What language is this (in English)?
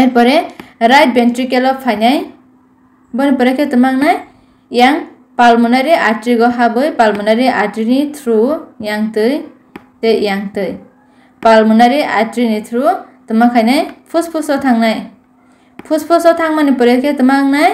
Kok Borok